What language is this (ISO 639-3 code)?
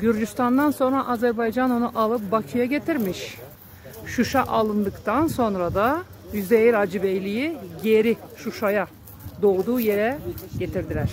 gag